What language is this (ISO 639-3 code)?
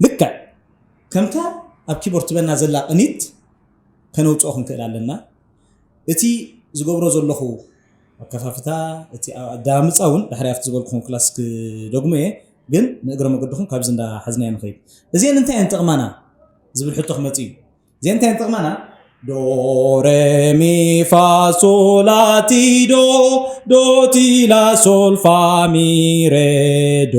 tir